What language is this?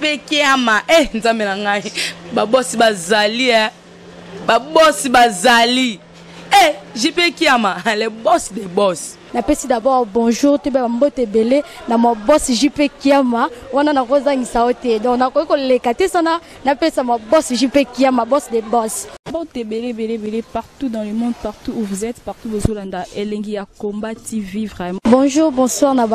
Lingala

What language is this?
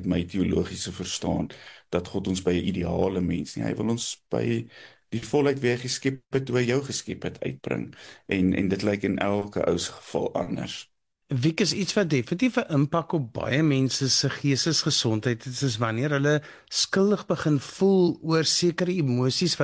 Afrikaans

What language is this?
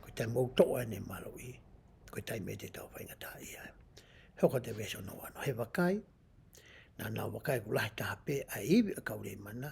Tongan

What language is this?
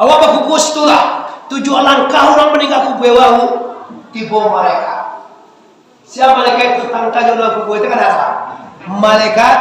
Minangkabau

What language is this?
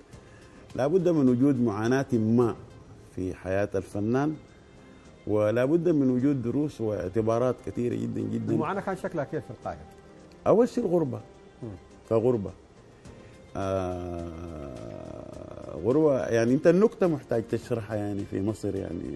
Sudanese Arabic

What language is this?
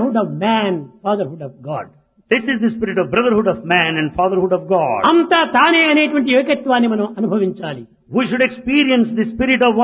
Telugu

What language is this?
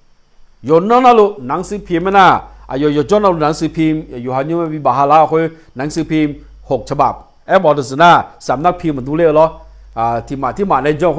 Akha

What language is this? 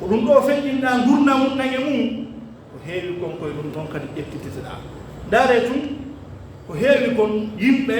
Pular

